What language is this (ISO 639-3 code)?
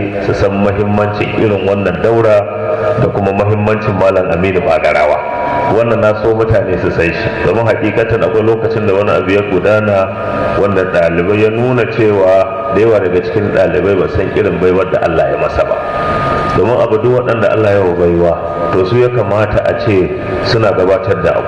hau